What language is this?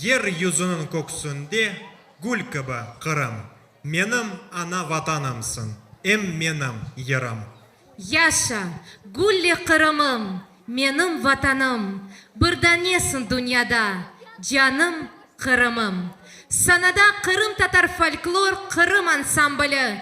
Crimean Tatar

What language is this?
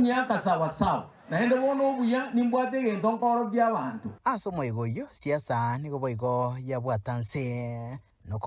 Gusii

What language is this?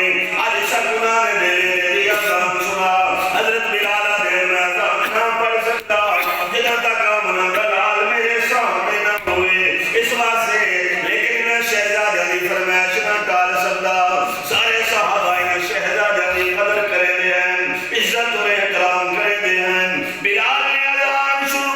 Saraiki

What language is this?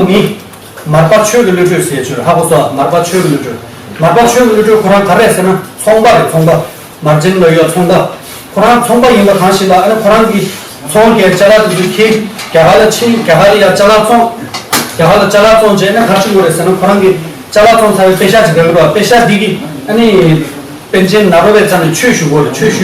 Tibetan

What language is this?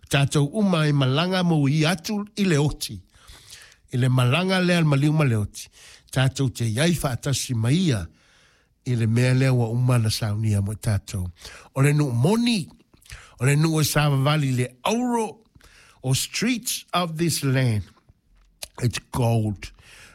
Samoan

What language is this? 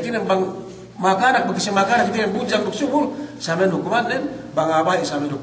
Yakan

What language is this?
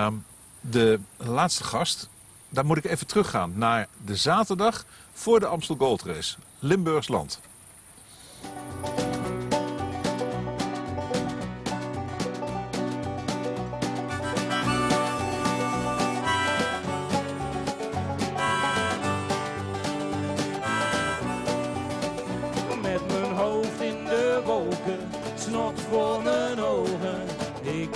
Dutch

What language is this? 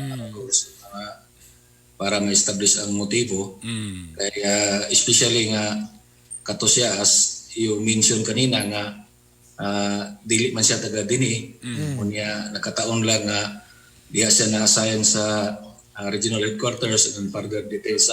Cebuano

